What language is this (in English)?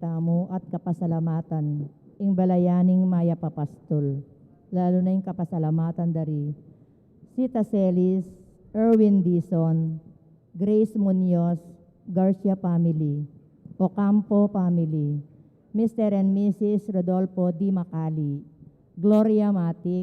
Pampanga